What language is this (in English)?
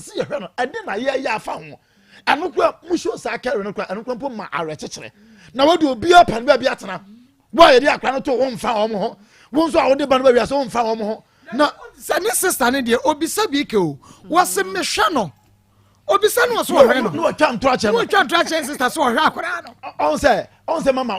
Akan